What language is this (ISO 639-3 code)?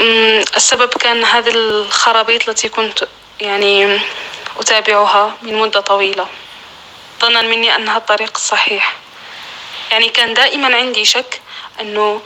apc